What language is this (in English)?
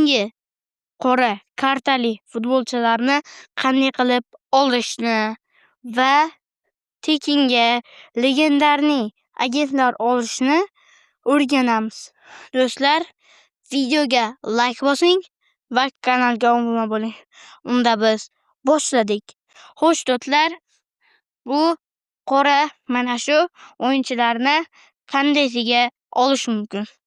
Uzbek